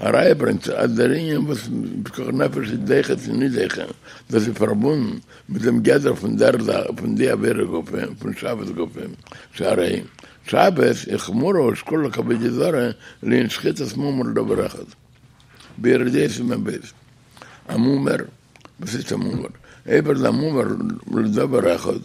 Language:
Yiddish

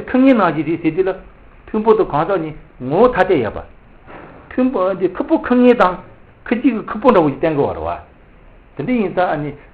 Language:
Tibetan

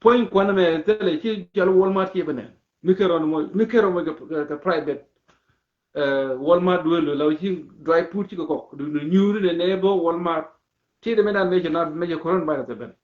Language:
Nuer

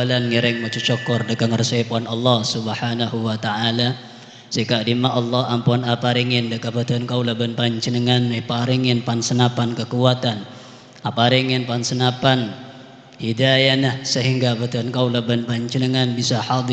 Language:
Madurese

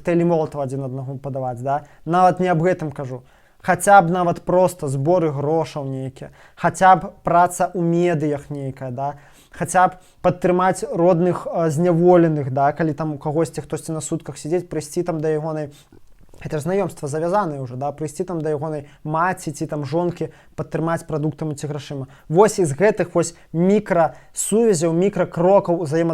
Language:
Belarusian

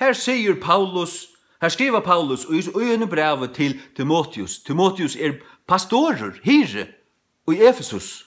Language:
Faroese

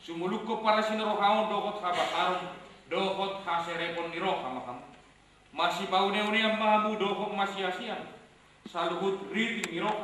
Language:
Batak Toba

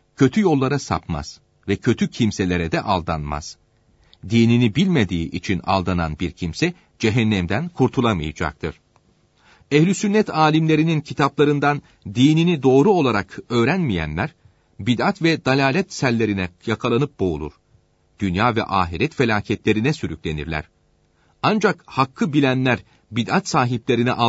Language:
Turkish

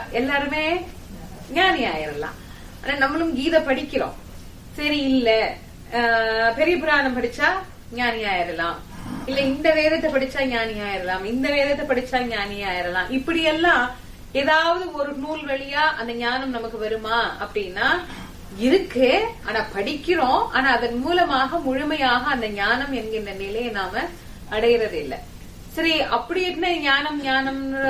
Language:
Tamil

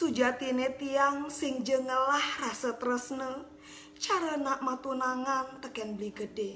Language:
Balinese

